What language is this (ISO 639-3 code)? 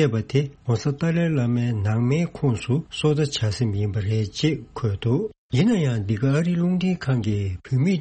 bod